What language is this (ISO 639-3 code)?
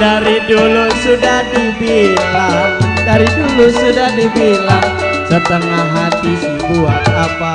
bew